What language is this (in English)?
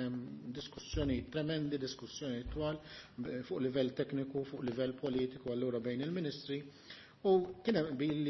Maltese